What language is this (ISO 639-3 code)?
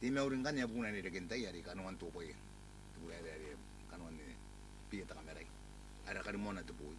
gil